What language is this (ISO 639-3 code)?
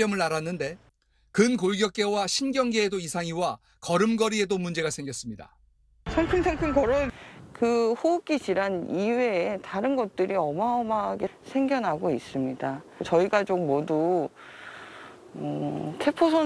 kor